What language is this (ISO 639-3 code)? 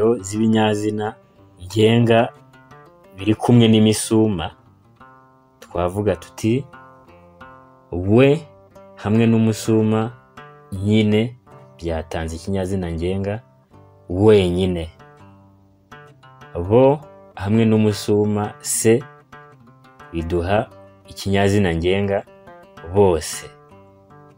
kin